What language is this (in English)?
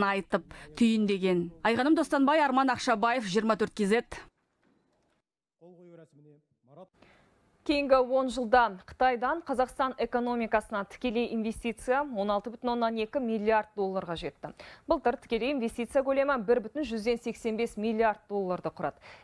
Kazakh